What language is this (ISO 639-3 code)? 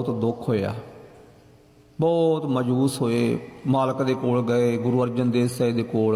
pan